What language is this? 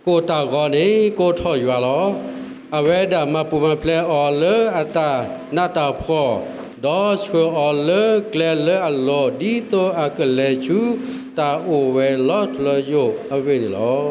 S'gaw Karen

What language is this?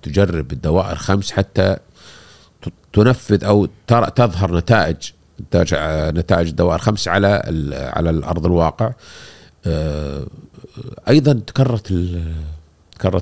Gulf Arabic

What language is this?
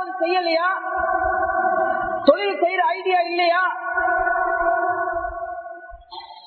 Tamil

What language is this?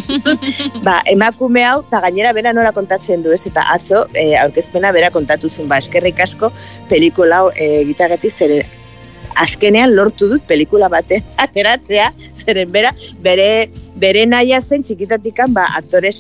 Basque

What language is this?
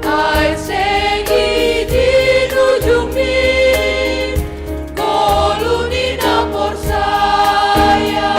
Batak Simalungun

